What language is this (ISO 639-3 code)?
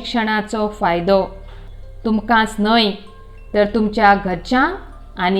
kok